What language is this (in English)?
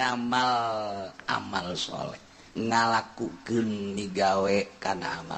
Sundanese